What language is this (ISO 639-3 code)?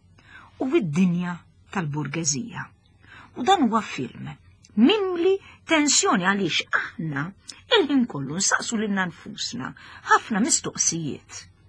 mlt